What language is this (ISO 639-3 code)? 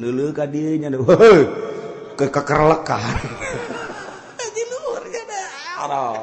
sun